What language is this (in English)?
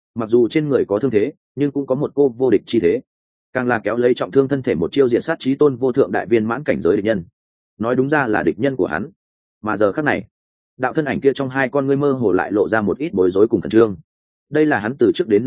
Vietnamese